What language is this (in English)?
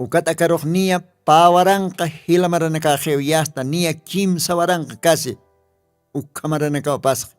Aymara